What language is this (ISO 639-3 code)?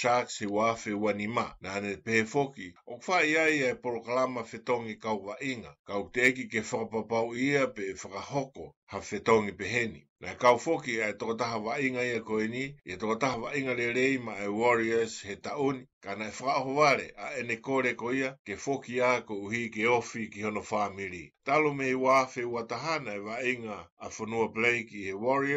ton